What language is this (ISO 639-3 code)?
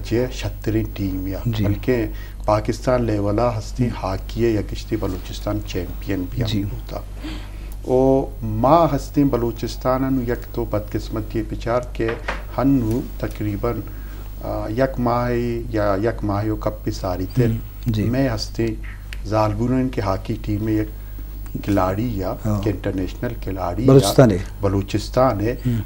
bgp